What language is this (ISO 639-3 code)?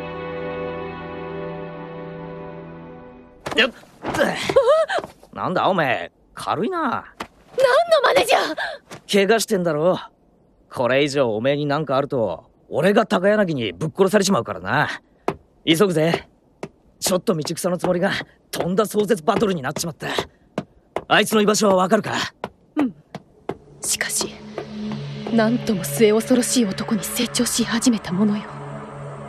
jpn